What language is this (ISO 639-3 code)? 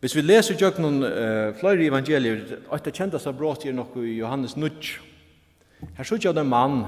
fao